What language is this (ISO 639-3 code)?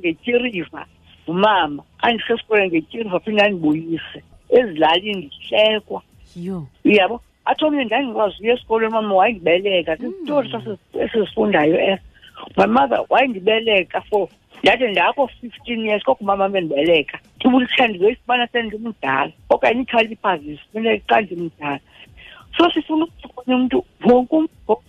xho